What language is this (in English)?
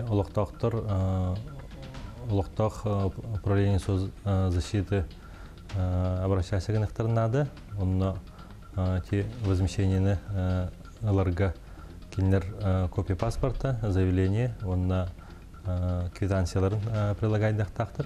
Yakut